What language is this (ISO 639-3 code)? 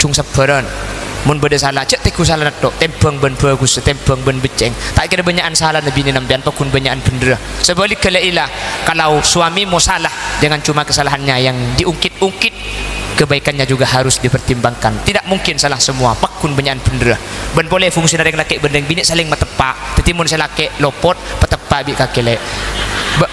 mad